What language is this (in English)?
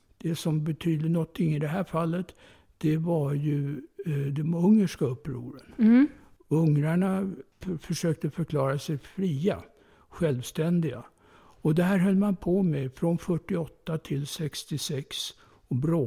Swedish